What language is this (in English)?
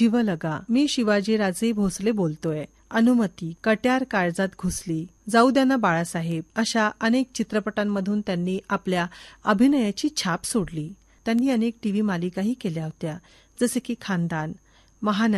Marathi